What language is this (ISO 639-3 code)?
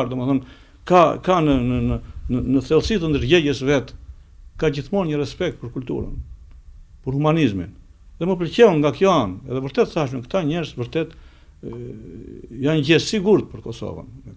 sqi